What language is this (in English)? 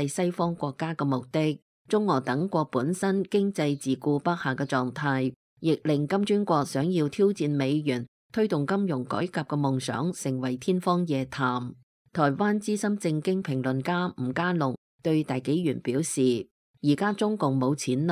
Cantonese